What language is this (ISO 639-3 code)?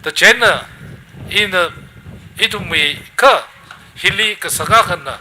nmf